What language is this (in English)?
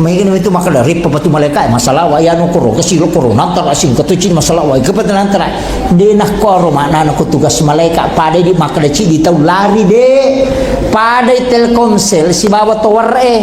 Buginese